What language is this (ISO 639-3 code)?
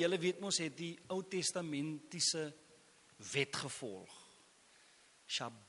afr